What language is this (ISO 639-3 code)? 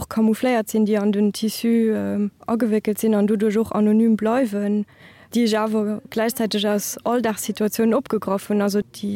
ltz